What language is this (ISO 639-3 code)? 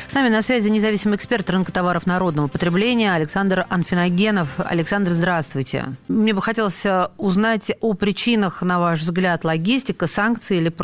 rus